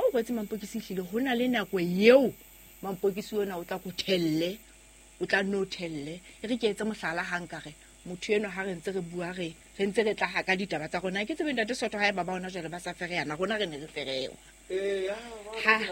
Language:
Southern Sotho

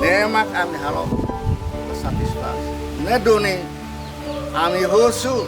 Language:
Tetum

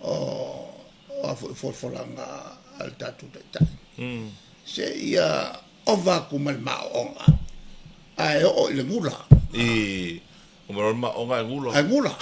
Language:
Samoan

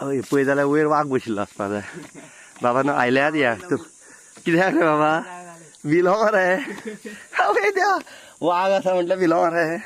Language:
Konkani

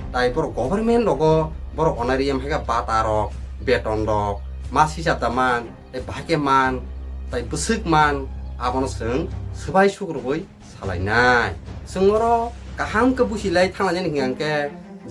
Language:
Kok Borok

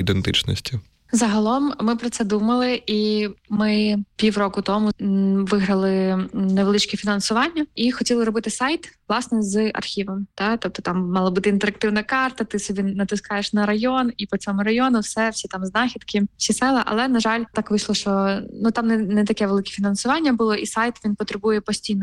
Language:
Ukrainian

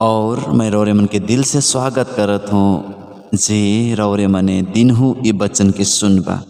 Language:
Sadri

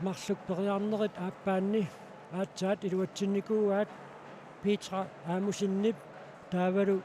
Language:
Kalaallisut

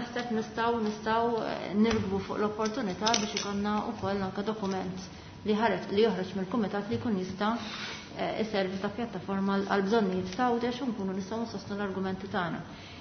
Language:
Maltese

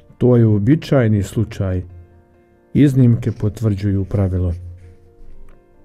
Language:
Croatian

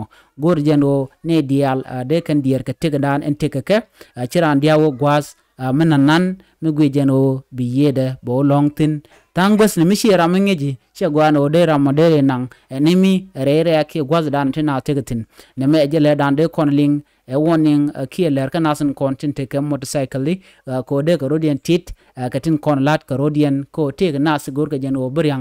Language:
Nuer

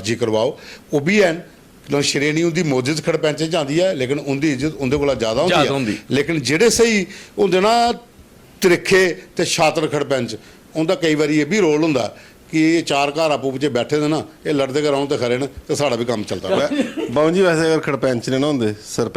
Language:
Dogri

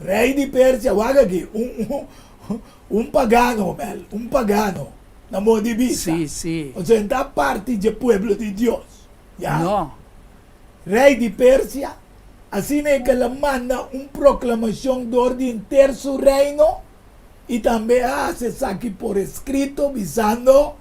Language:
Papiamento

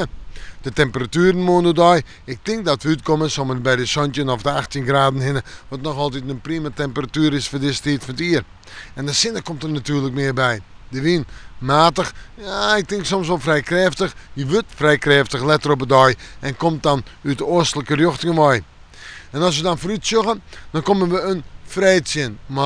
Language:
Western Frisian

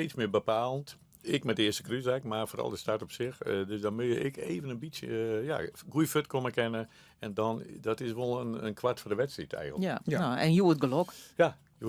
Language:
Western Frisian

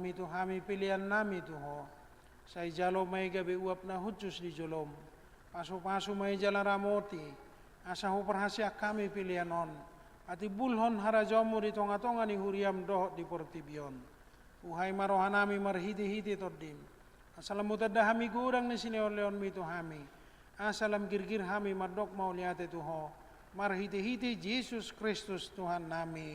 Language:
Batak Toba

